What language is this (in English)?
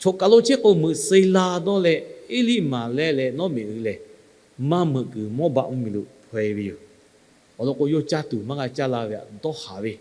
Lahu